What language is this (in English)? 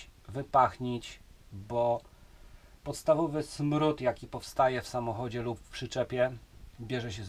Polish